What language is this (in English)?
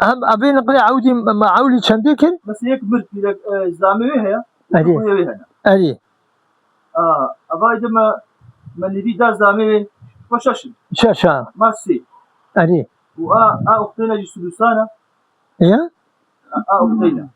Kurdish